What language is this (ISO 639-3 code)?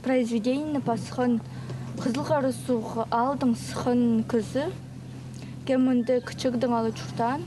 kjh